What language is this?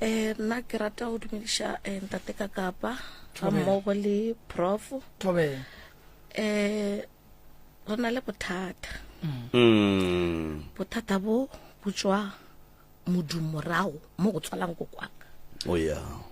Northern Sotho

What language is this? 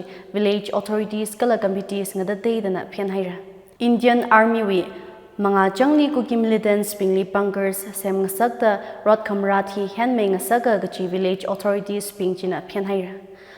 Tangkhul Naga (India)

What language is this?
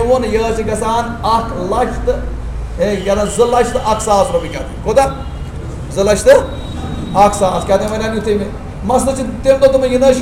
Kashmiri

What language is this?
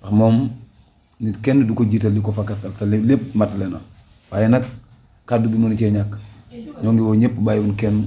Wolof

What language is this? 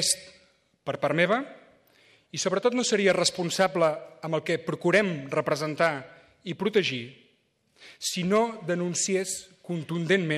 Catalan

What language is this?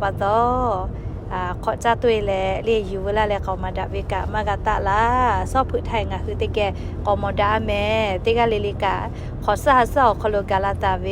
Lahu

